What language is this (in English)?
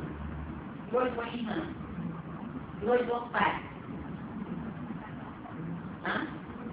Malay